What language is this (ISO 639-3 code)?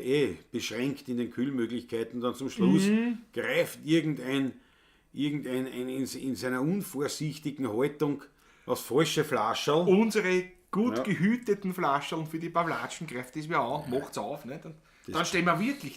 bar